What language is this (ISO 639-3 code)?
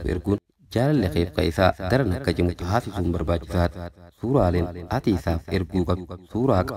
orm